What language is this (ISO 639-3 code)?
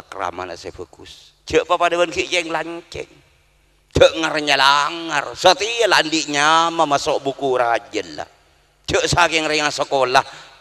mad